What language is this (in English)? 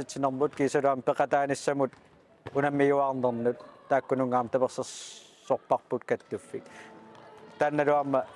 Kalaallisut